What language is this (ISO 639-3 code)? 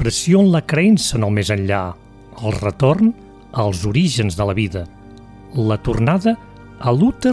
cat